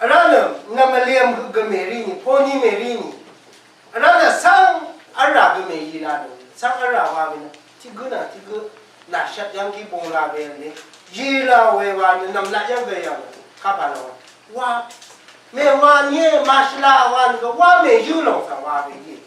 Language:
Rawang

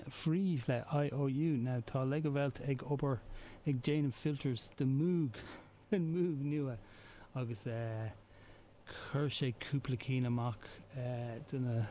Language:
Irish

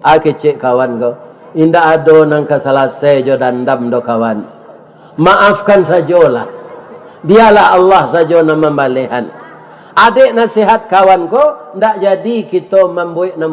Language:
Minangkabau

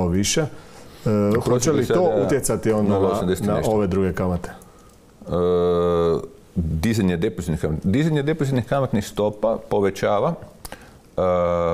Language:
Croatian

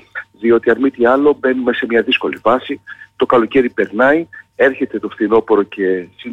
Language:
Greek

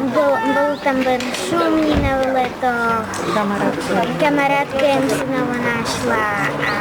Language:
Rusyn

